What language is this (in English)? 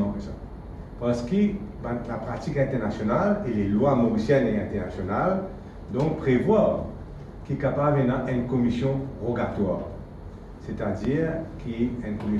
Morisyen